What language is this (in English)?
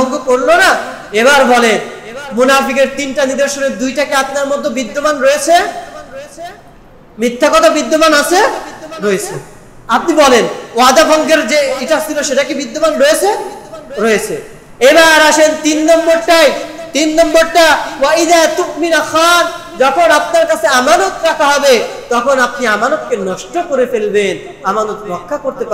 Bangla